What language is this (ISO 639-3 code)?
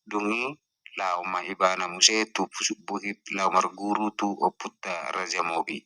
bbc